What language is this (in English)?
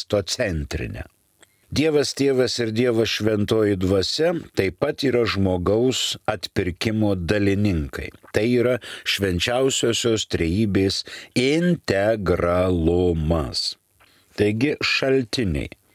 Lithuanian